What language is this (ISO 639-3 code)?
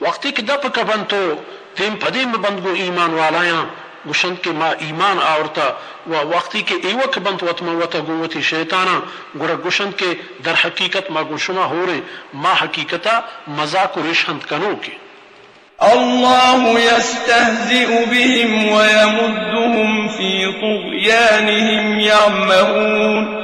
bal